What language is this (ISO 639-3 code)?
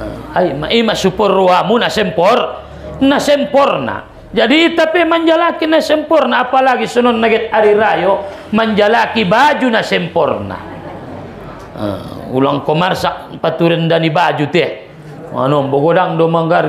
btm